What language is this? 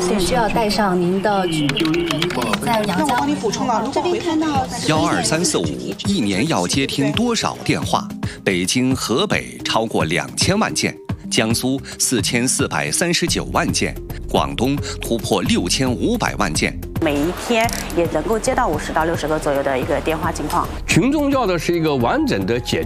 Chinese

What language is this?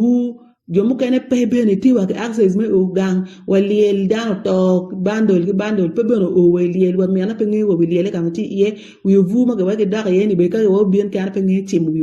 Acoli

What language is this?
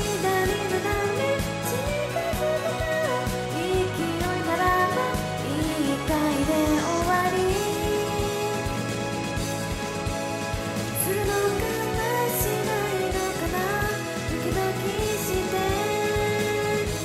Japanese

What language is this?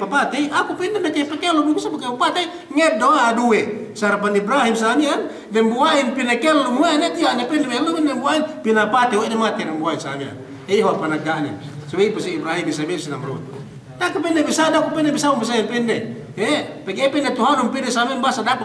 Yakan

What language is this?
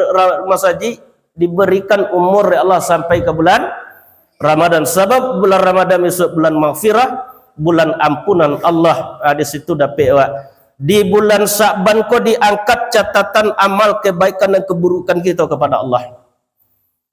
Minangkabau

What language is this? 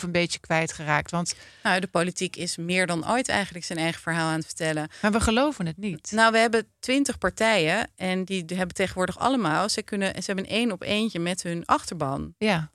Dutch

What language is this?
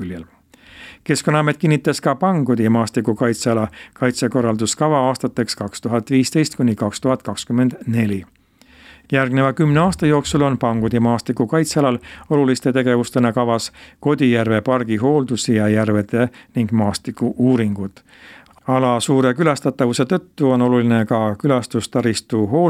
Estonian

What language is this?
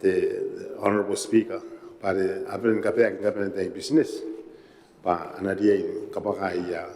Gilbertese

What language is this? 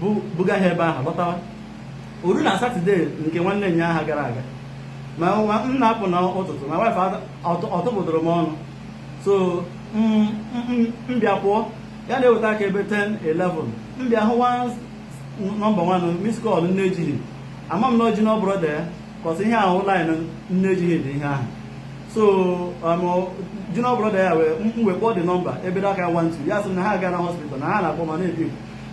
Igbo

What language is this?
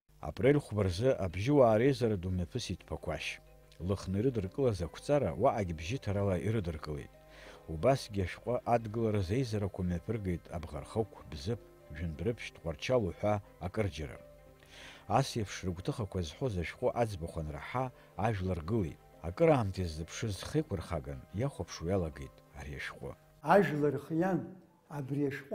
Abkhazian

